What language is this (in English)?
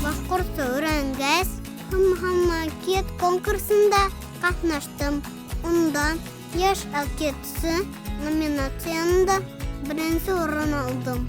Bashkir